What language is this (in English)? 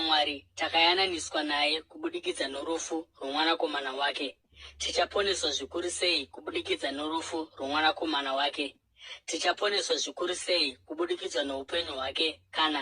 Shona